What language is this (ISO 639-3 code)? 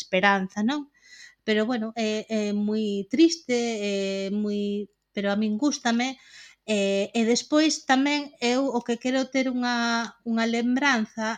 glg